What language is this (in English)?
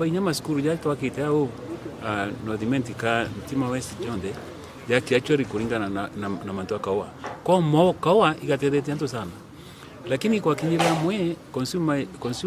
Meru